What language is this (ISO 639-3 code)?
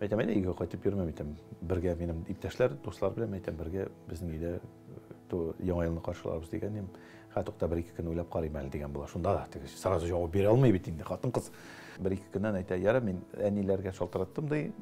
tat